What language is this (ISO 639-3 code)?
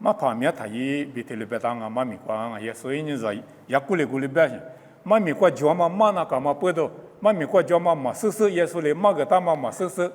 lis